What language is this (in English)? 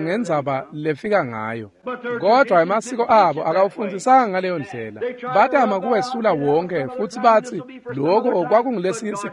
Swati